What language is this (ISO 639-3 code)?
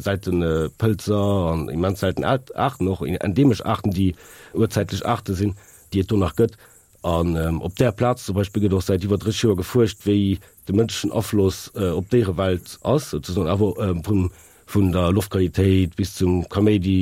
ltz